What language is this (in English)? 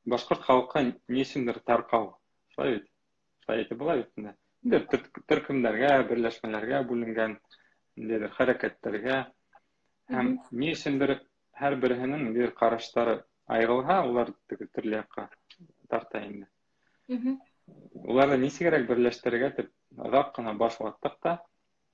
Bashkir